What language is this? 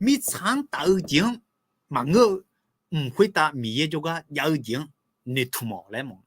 Akha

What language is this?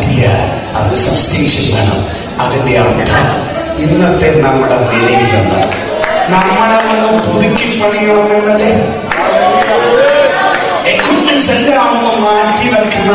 Malayalam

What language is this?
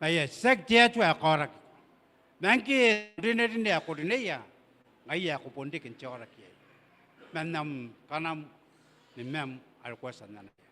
Gilbertese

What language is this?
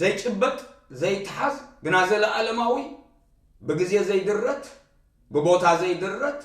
Tigrinya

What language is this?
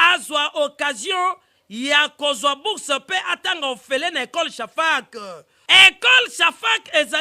Lingala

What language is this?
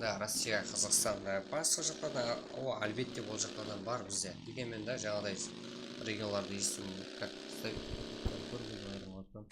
Kara-Kalpak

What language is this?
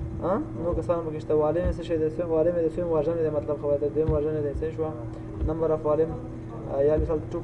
Pashto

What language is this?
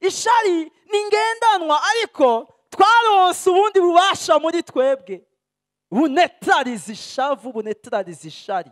Rundi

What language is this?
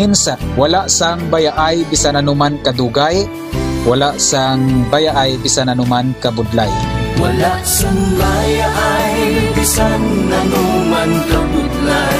Hiligaynon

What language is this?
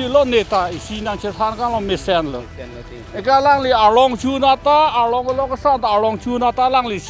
Karbi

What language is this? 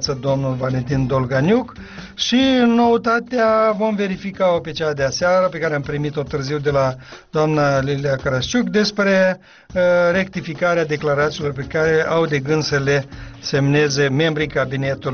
Romanian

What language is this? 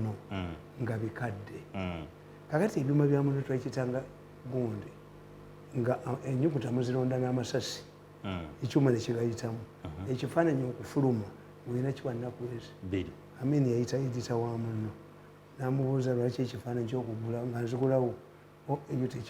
Ganda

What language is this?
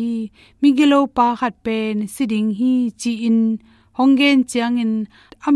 Tedim Chin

